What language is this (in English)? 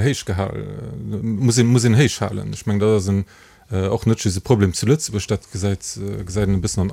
Luxembourgish